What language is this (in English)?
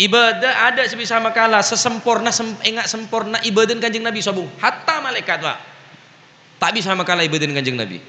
Madurese